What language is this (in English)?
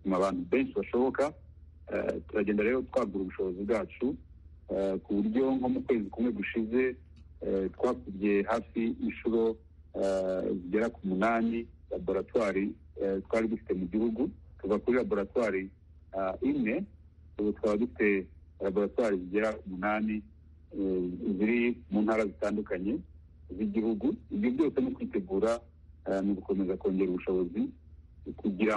Kinyarwanda